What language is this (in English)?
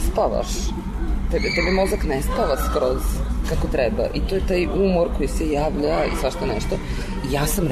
Serbian